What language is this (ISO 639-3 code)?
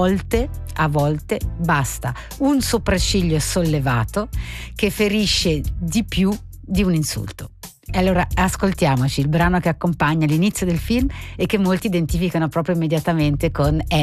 ita